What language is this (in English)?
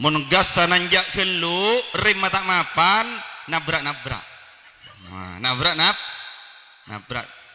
Madurese